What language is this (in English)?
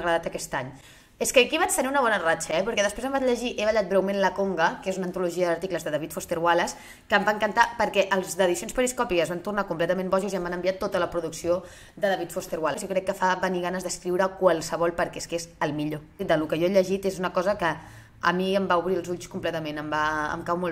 Catalan